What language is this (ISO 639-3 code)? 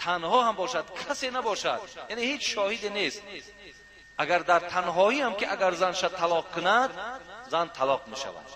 tgk